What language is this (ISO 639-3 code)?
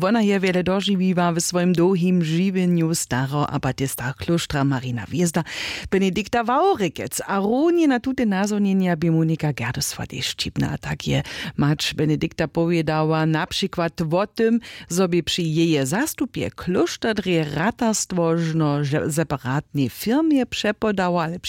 hsb